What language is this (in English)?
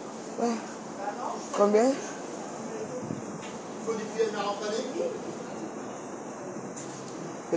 French